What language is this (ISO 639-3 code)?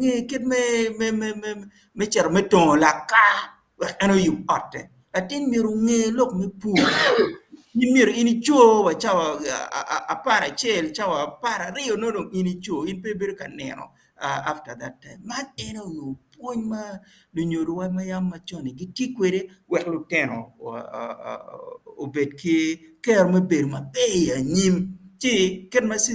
ach